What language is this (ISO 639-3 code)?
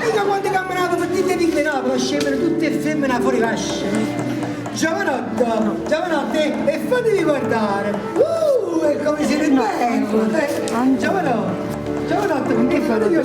nap